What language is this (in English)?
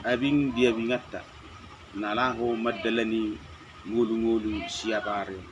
Batak Toba